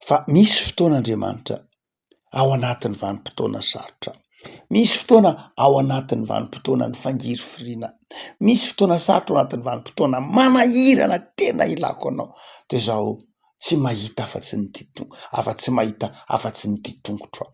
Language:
Malagasy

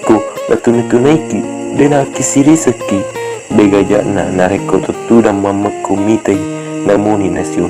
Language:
Buginese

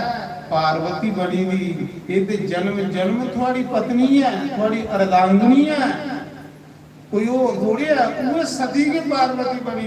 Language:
Dogri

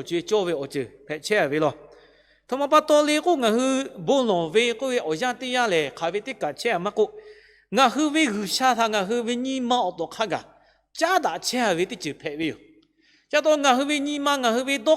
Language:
Lahu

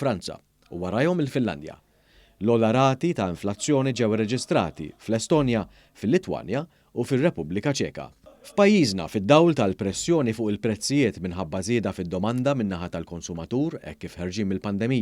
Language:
Maltese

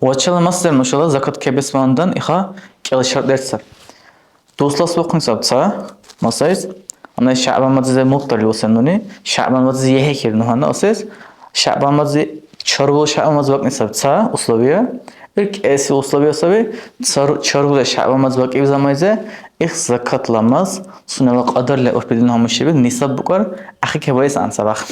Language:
Dargwa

